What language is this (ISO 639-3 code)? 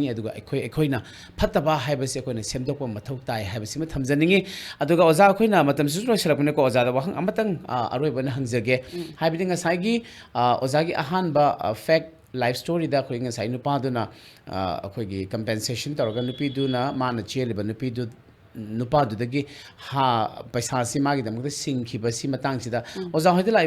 mni